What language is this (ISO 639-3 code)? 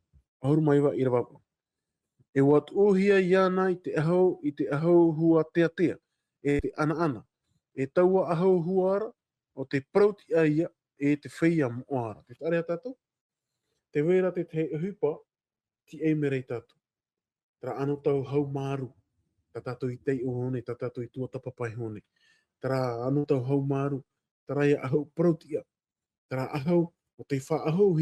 tah